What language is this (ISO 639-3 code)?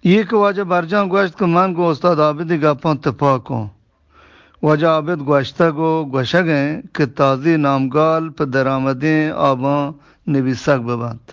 bgp